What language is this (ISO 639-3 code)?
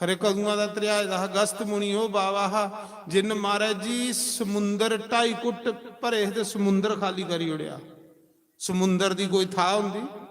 doi